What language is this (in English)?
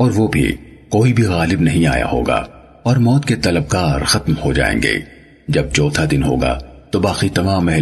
Urdu